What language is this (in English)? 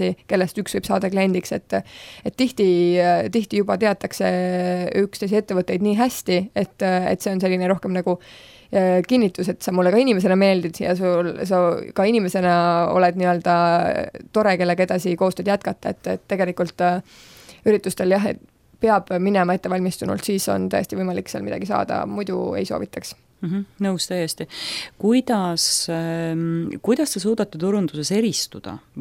Estonian